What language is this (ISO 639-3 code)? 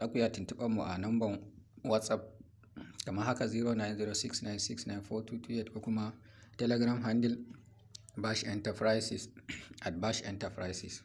hau